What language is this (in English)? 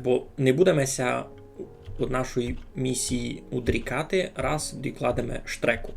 Rusyn